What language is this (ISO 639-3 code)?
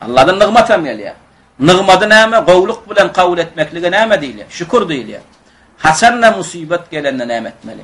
tuk